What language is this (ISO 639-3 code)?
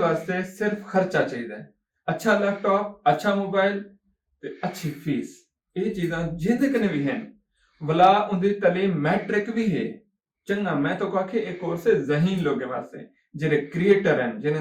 skr